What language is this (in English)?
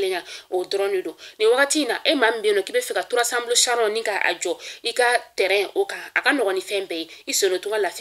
Bambara